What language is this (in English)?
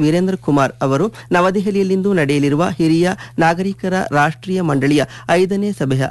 Kannada